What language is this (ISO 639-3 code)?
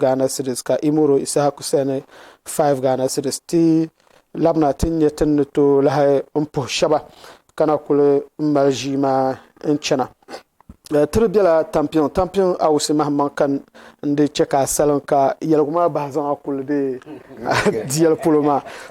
dag